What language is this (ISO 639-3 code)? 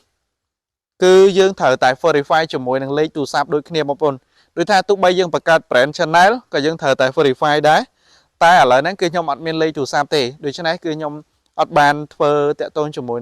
khm